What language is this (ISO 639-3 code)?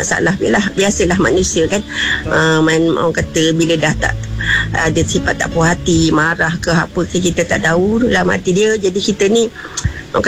msa